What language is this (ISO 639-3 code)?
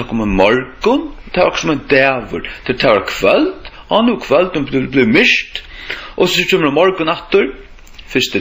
fao